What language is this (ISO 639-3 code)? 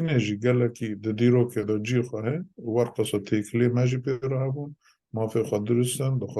kur